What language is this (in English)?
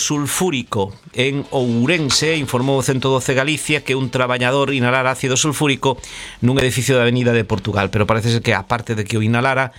Galician